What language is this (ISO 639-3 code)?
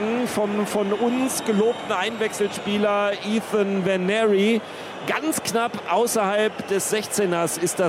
deu